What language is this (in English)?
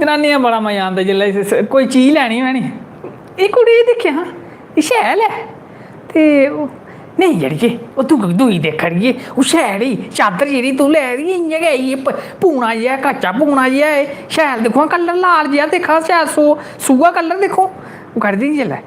Dogri